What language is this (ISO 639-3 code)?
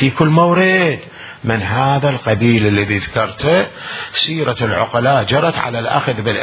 acm